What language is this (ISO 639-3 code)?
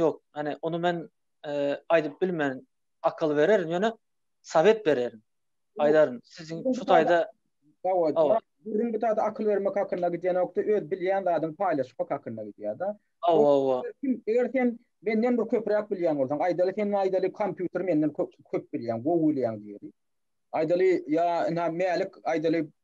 tuk